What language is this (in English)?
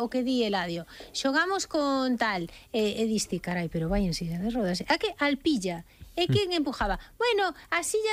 Galician